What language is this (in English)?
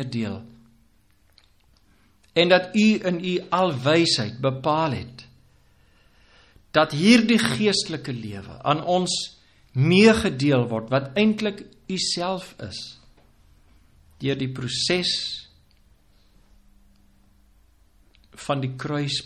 Afrikaans